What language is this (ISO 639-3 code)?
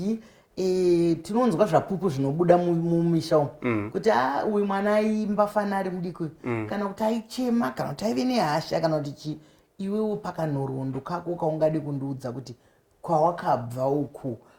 sna